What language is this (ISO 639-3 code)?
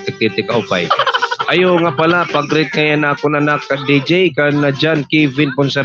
war